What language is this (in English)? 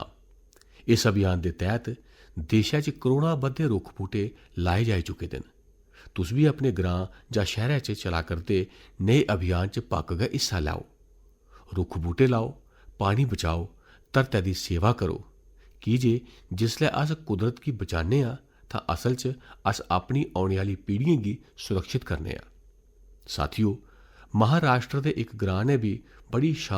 Dogri